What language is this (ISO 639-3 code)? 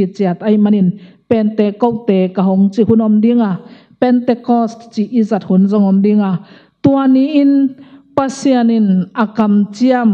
ctd